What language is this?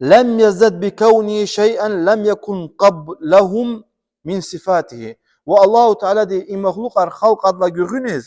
Lezghian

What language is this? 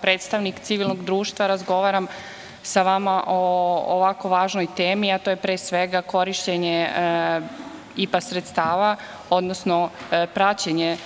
Serbian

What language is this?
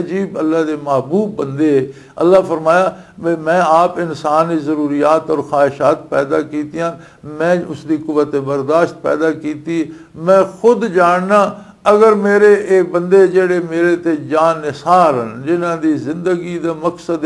Western Panjabi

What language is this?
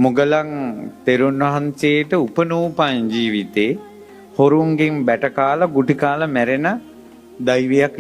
Sinhala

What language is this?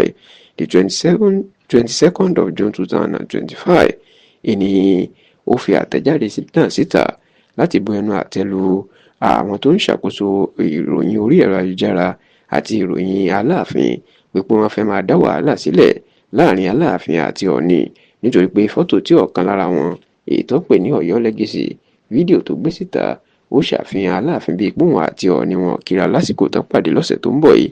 Yoruba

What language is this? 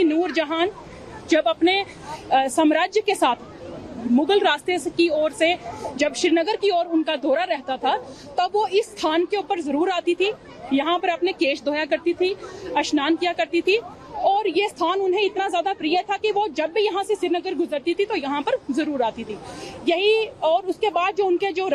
Hindi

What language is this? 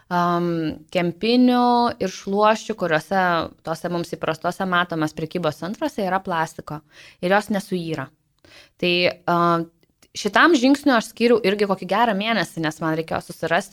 Lithuanian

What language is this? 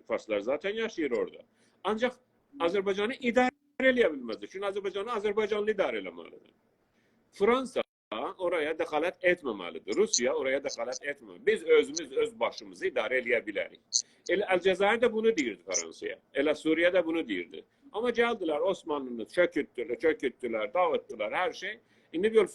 South Azerbaijani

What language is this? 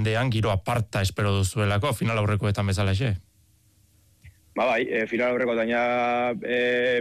Basque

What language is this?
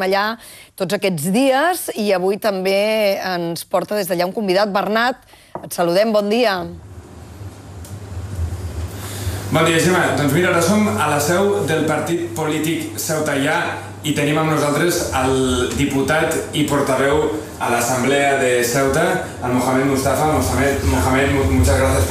Catalan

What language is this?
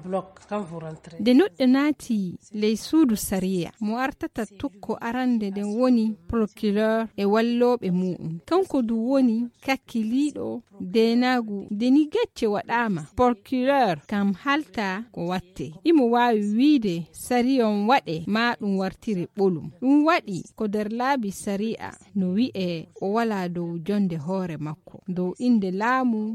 Fula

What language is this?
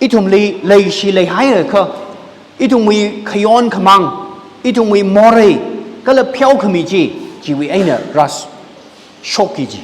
Tangkhul Naga (India)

